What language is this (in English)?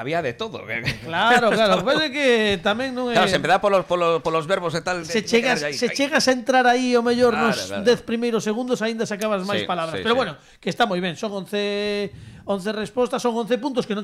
Galician